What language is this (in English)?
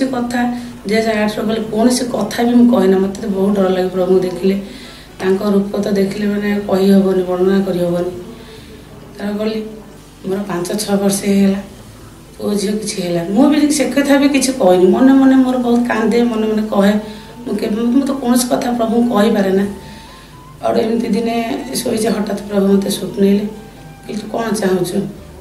Odia